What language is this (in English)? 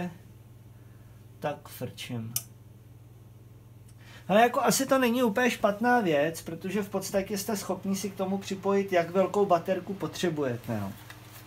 Czech